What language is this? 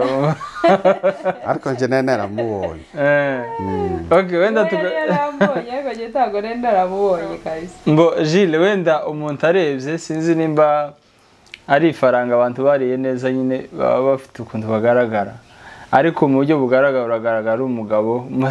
Kinyarwanda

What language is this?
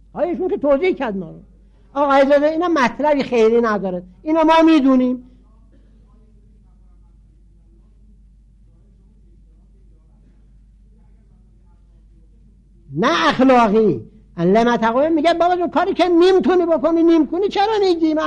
Persian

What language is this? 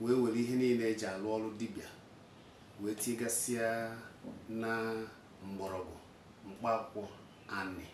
Igbo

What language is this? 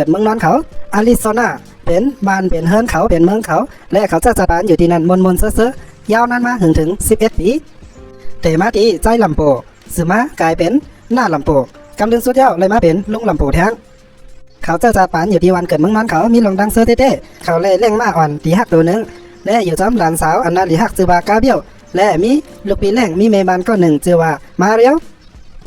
Shan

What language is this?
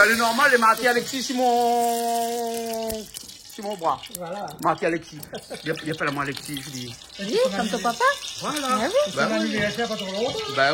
Réunion Creole French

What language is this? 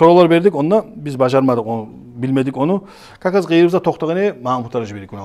Kumyk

